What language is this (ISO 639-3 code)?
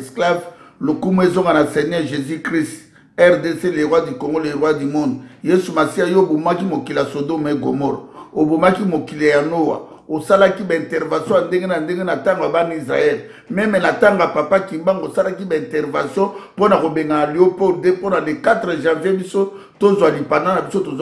lin